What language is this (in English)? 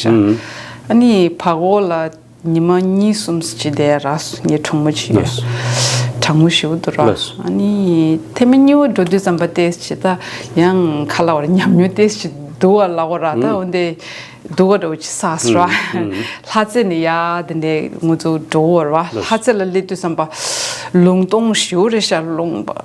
Tibetan